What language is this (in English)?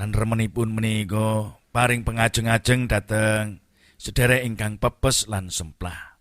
Javanese